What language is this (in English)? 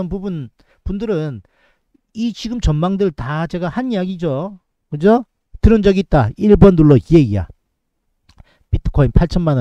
Korean